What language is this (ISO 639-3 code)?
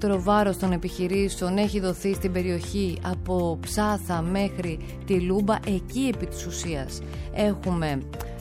ell